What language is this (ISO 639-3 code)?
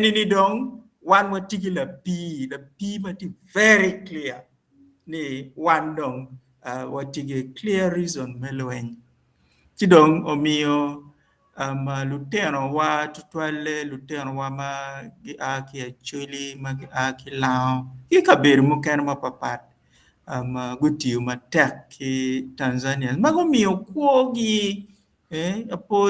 ach